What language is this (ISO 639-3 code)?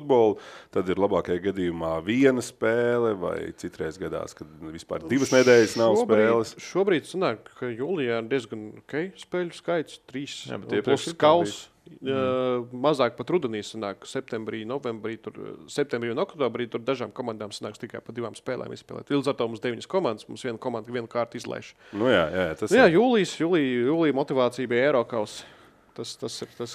lav